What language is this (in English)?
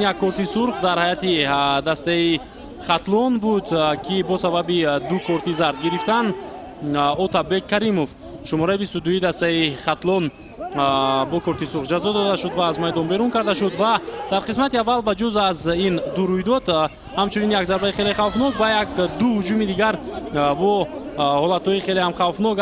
Tajik